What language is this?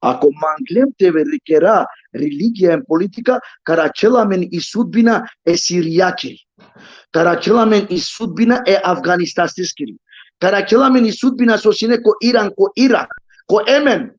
Balkan Romani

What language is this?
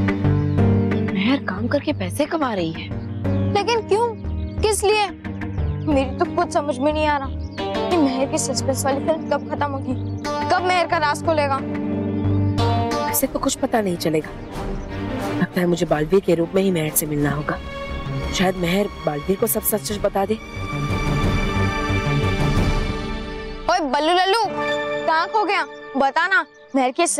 Hindi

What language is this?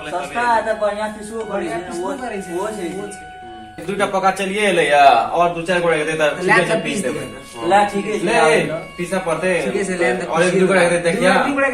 Maithili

